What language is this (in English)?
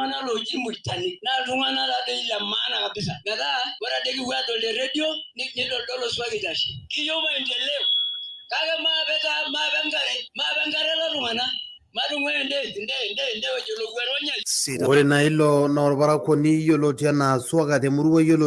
Masai